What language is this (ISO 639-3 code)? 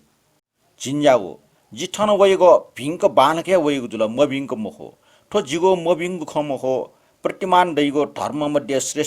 new